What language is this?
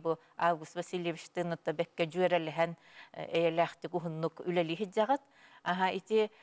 Yakut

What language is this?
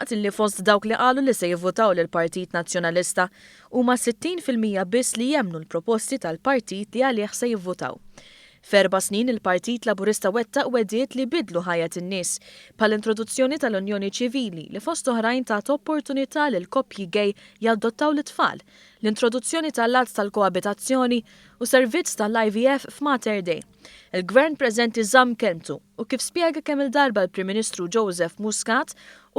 Maltese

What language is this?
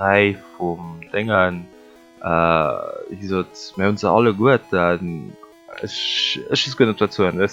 Luxembourgish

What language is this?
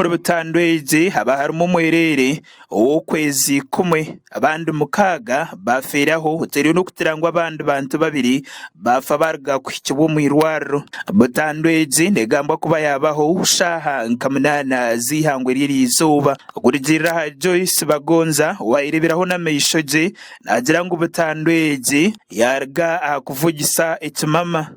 Nyankole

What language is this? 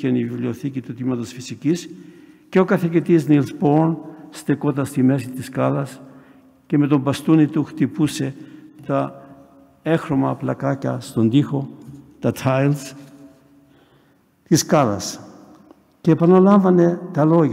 Greek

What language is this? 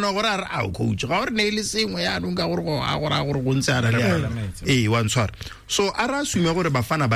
Tswana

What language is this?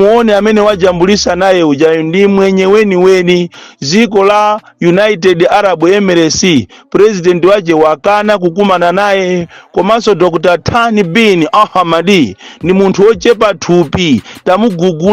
Nyanja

